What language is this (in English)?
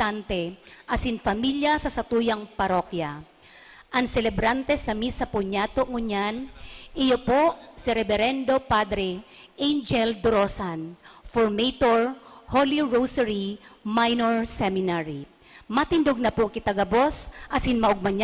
Bikol